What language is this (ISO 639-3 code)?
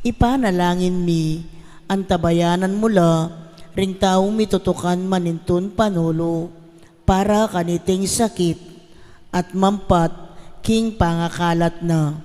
pam